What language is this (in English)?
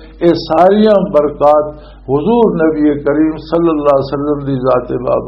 Western Panjabi